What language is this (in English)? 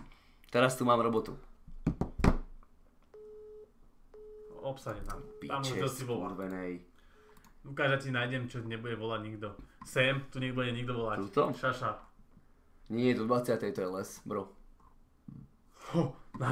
Slovak